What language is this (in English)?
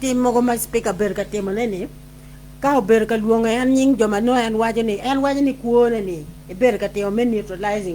Acoli